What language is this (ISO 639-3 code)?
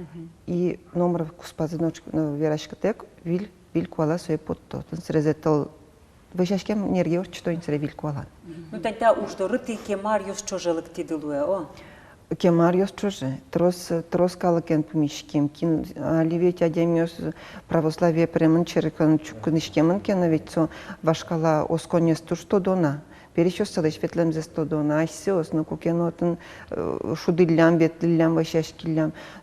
udm